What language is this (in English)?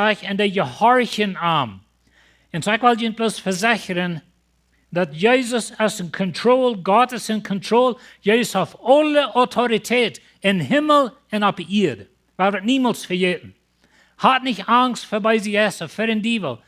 Plautdietsch